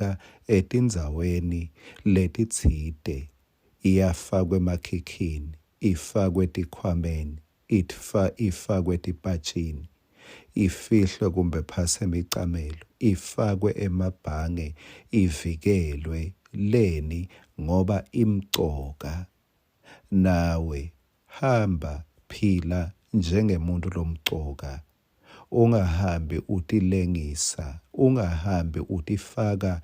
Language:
Swati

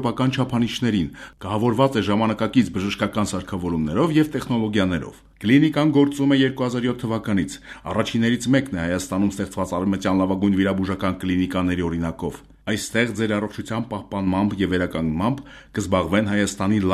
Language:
Armenian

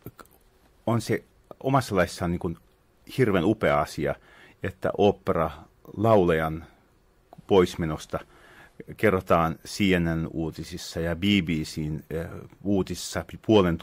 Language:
Finnish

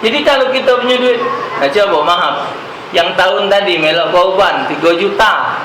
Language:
Musi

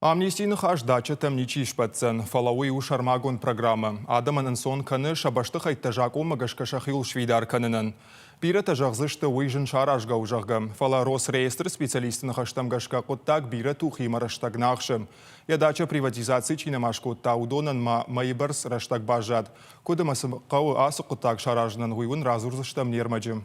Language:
Ossetic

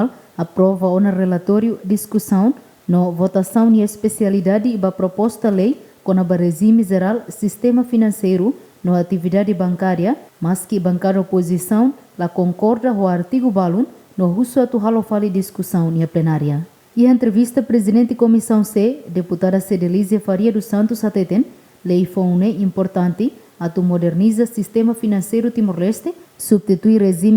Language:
Tetum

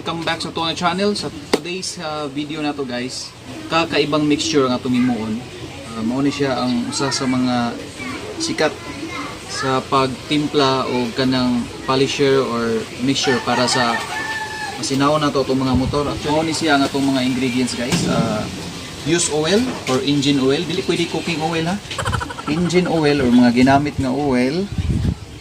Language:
Cebuano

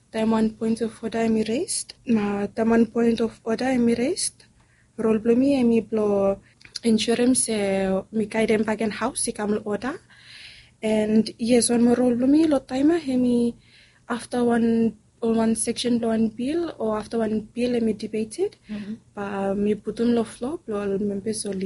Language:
Bislama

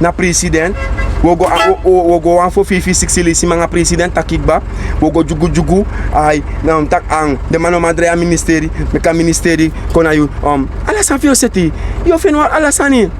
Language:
Sranan Tongo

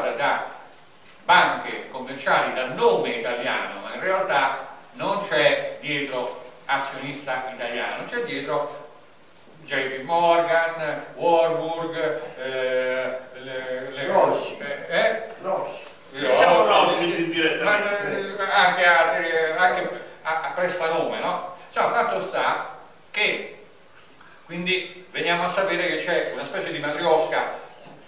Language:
Italian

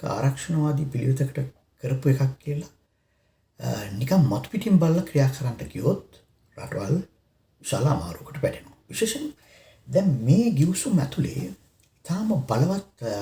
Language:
Sinhala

